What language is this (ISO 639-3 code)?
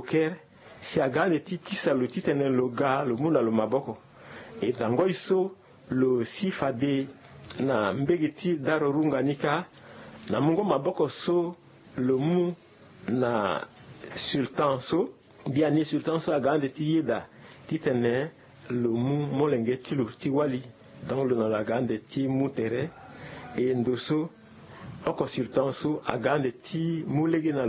sag